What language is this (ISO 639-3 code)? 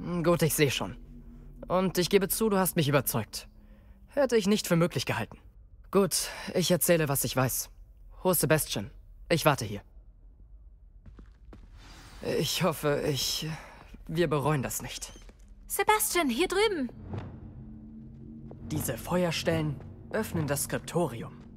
deu